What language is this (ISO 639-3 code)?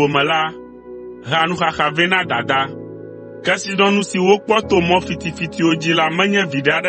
ewe